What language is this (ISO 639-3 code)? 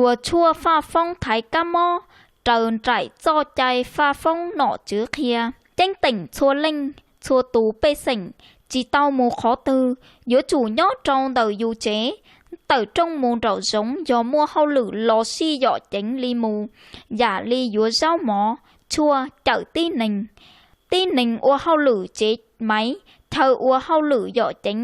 hmn